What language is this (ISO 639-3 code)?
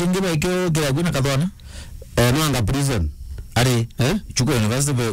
mer